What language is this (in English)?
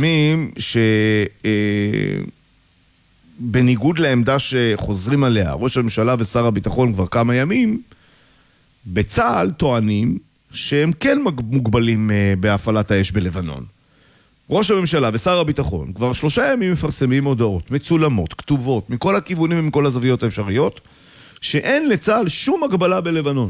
Hebrew